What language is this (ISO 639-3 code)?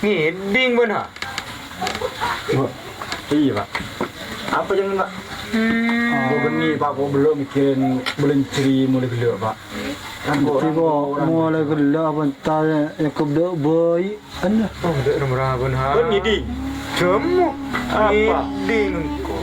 mad